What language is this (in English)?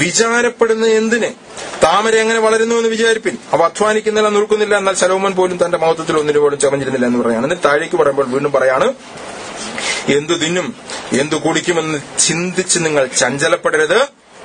Malayalam